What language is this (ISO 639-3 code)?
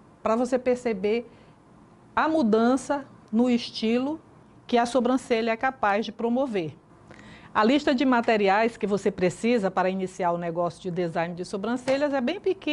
por